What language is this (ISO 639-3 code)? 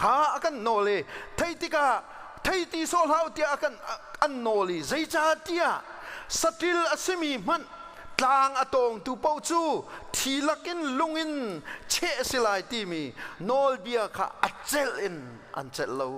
cnh